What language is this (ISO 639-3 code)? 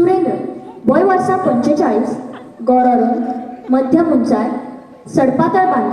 kok